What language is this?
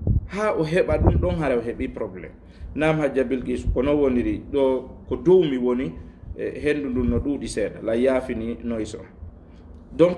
Fula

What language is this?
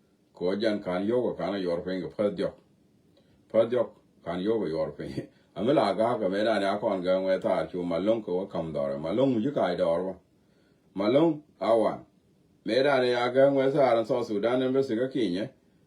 Nuer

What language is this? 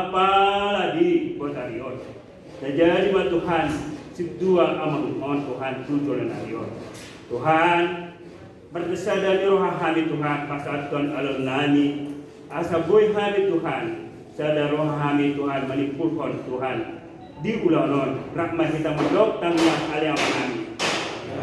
Batak Toba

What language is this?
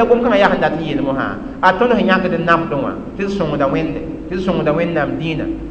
Mossi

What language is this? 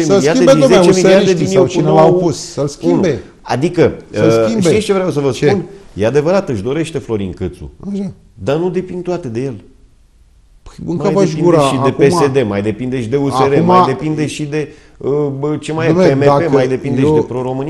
Romanian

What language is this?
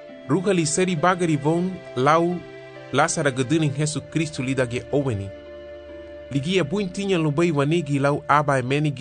Garifuna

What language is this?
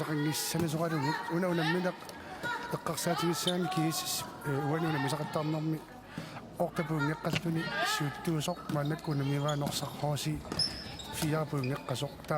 Kalaallisut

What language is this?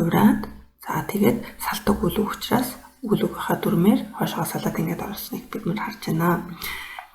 Mongolian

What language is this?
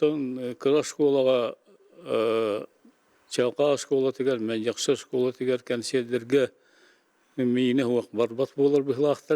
Yakut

